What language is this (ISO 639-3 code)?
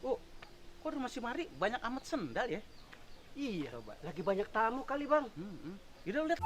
bew